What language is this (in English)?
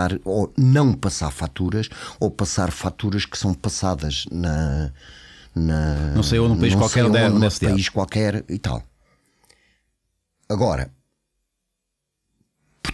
Portuguese